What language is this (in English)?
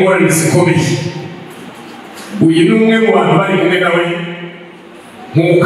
Kinyarwanda